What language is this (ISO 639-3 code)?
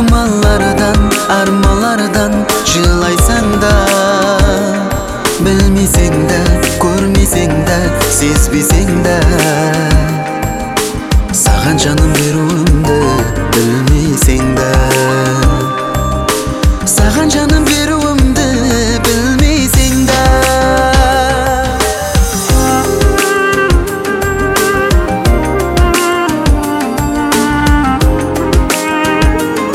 kaz